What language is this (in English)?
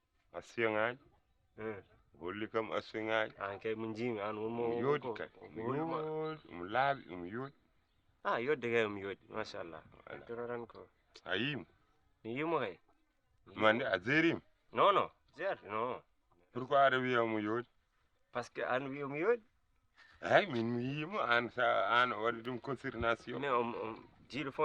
Fula